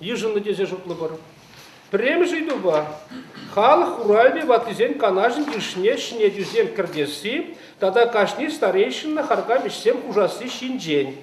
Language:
Chuvash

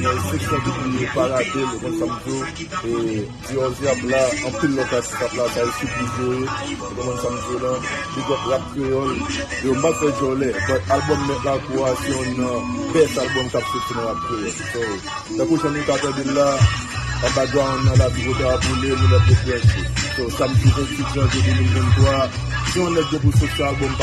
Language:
Haitian Creole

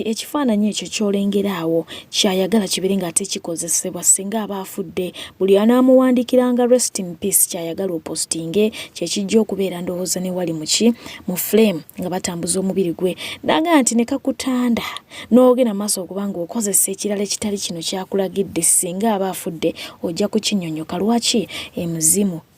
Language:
Ganda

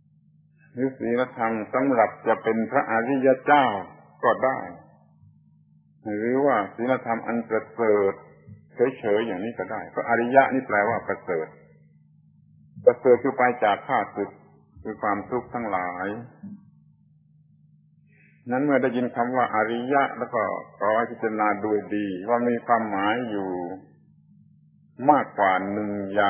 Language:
Thai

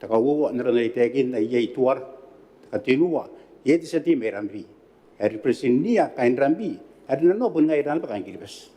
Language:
Gilbertese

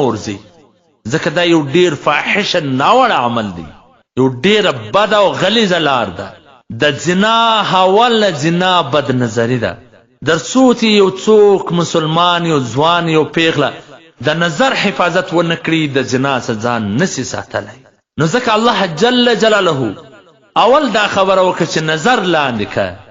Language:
Pashto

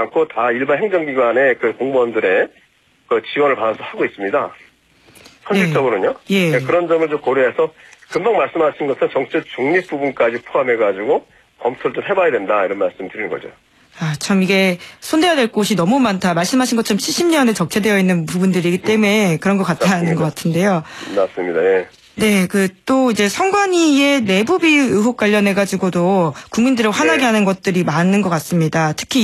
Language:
Korean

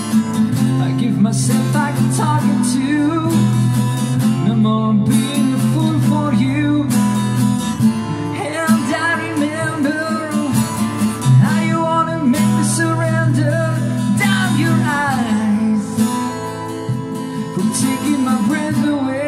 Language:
English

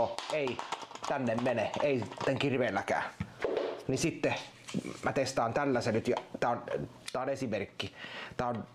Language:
Finnish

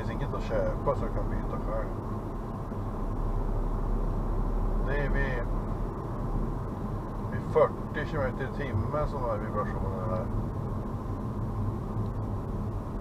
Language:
Swedish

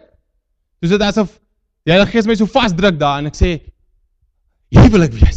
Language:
Afrikaans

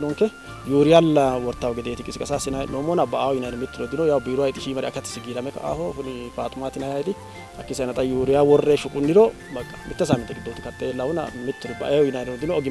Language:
Sidamo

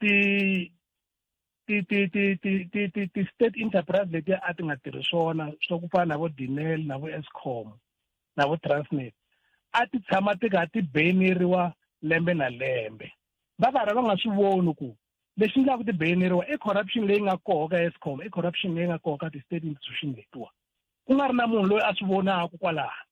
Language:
Tsonga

